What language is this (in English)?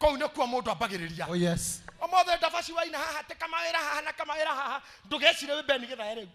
Kikuyu